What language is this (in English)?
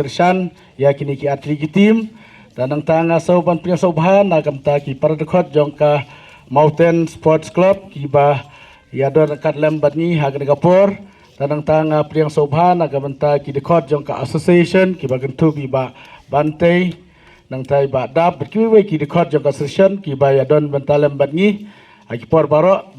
Khasi